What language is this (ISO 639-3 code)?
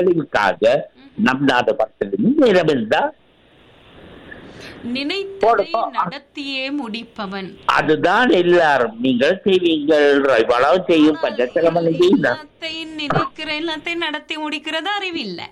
tam